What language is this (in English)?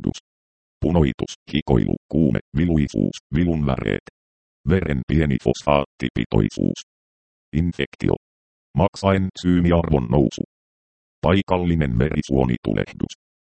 Finnish